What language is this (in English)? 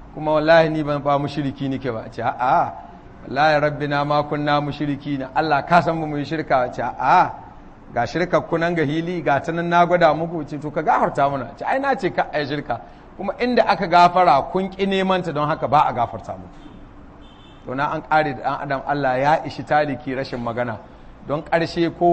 Hausa